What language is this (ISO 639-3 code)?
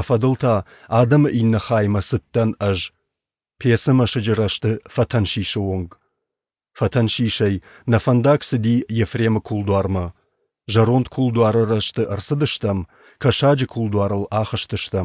oss